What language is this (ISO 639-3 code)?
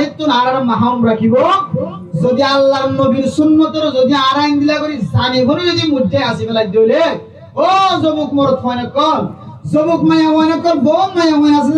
rhg